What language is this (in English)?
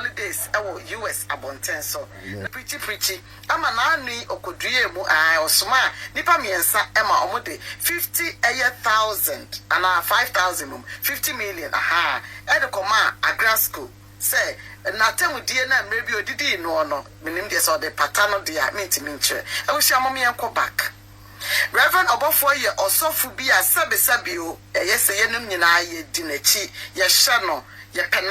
Akan